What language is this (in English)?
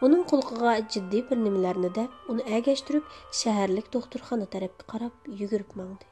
Uyghur